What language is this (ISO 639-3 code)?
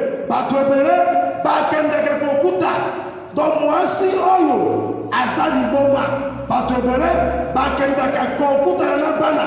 lin